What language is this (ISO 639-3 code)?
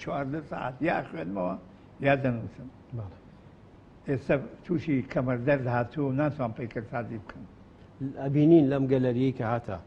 ckb